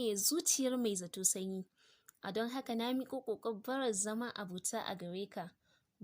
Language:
Hausa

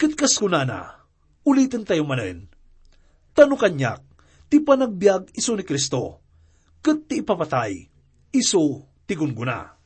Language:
Iloko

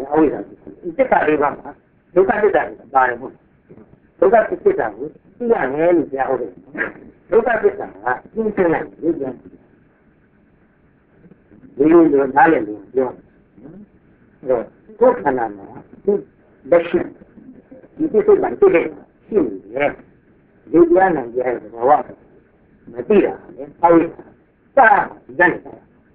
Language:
Burmese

